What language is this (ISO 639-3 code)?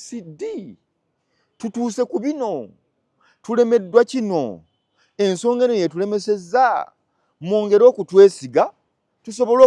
lug